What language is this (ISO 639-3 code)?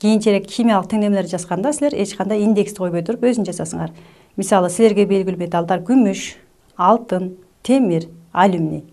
kir